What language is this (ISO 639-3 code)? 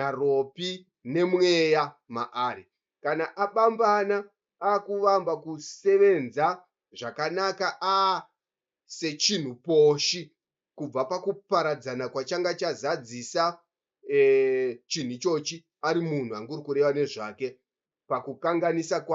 sna